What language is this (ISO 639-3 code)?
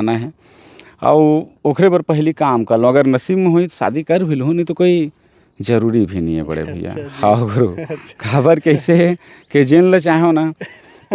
hne